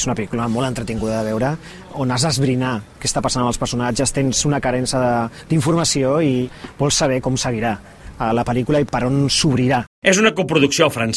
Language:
Catalan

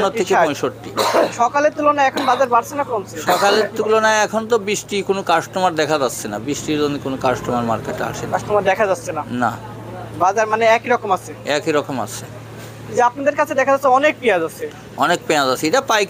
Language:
Bangla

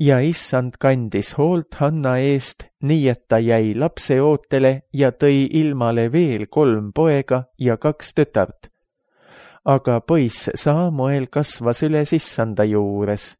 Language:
Estonian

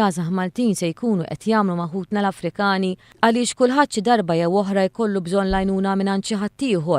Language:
Maltese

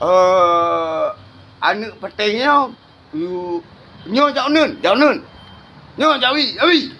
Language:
Achinese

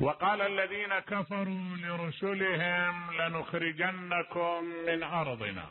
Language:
Mesopotamian Arabic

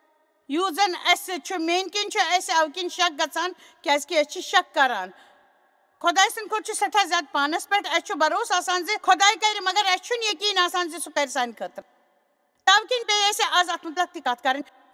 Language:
Kashmiri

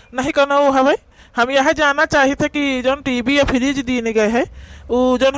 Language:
Awadhi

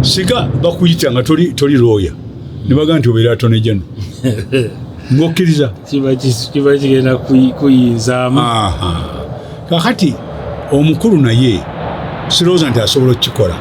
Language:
Ganda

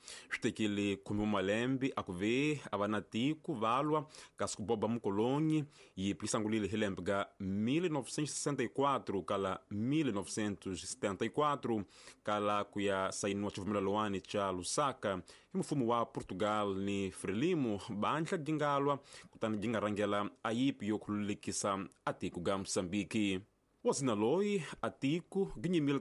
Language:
Tsonga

